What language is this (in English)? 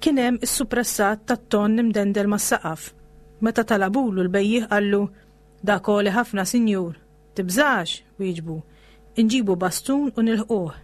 Maltese